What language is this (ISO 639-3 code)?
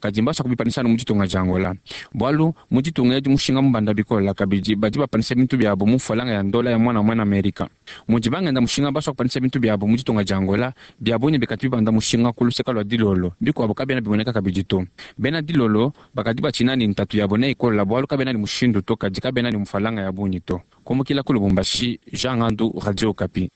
lua